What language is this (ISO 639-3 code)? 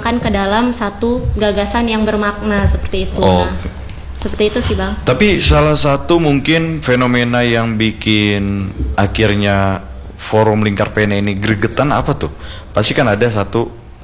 ind